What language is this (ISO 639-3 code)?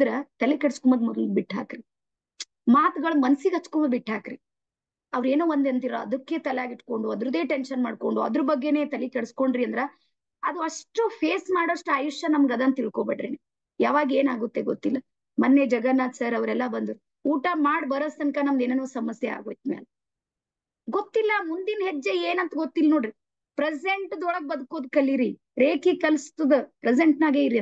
kan